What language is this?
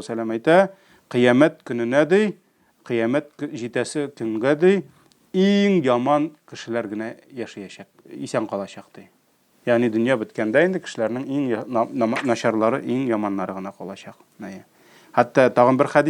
Tatar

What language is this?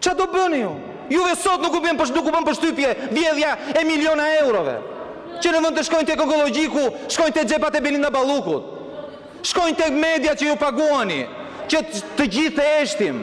Albanian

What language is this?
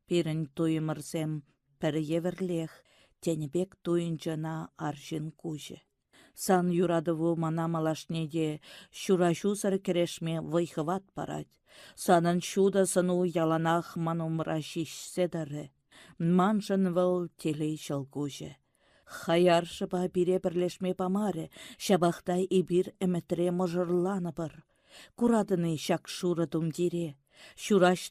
Chuvash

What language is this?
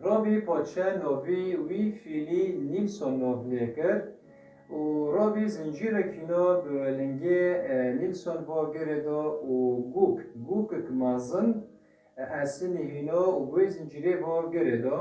Kurdish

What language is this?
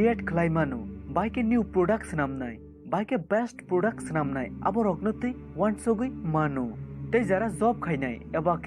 Kok Borok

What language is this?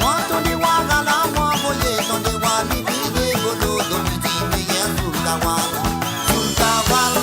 Morisyen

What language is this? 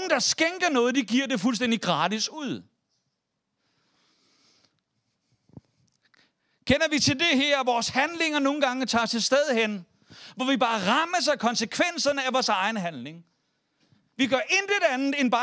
Danish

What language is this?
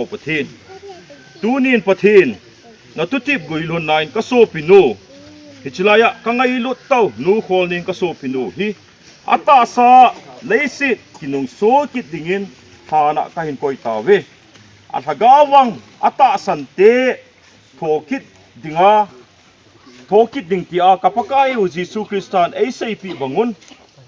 Thado Chin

